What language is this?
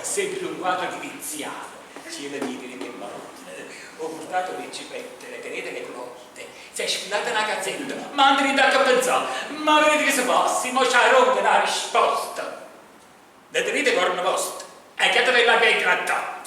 Neapolitan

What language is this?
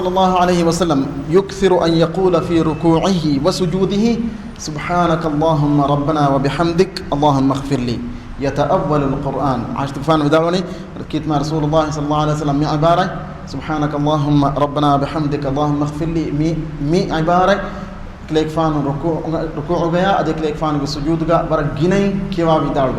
Divehi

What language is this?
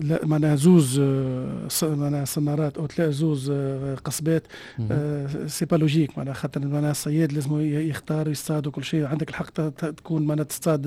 Tunisian Arabic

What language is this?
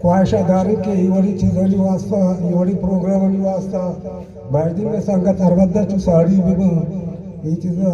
Eastern Balochi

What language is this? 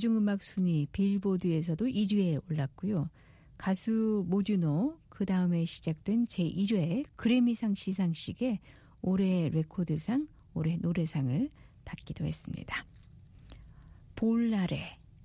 Korean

